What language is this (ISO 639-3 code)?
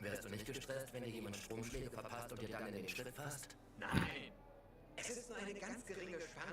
gsw